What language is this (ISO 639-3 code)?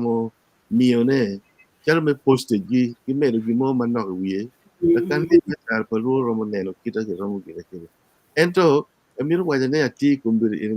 ach